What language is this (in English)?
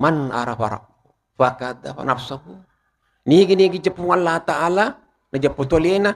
Buginese